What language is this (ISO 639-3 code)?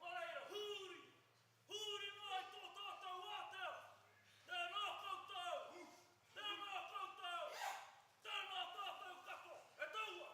mri